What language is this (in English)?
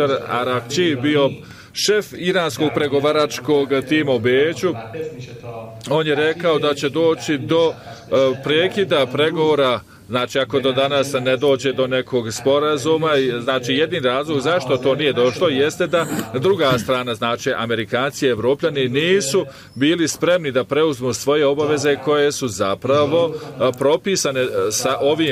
Bosnian